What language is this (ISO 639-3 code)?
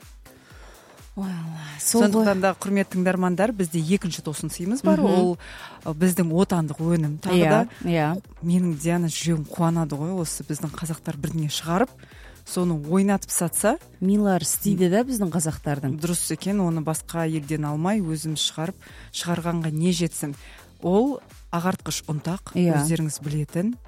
kaz